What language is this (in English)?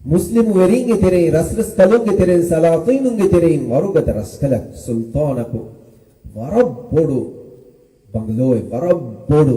Divehi